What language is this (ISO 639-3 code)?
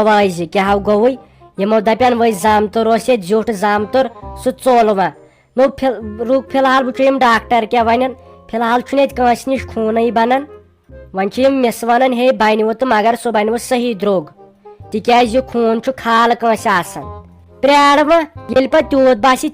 kas